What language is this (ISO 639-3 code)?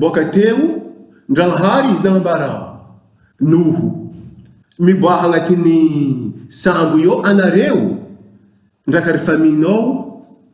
buc